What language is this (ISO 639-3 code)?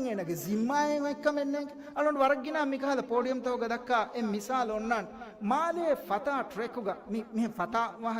div